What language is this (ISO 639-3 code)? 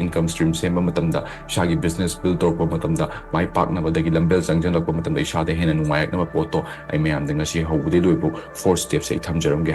mni